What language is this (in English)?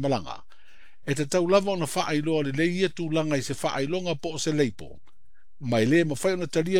Samoan